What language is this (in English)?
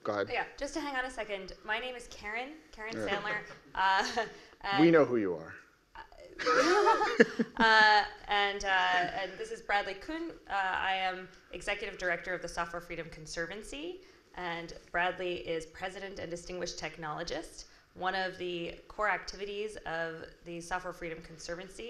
English